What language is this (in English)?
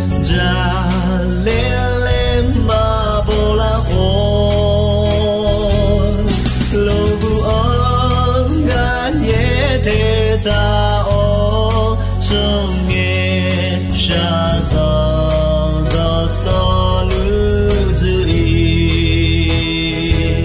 Akha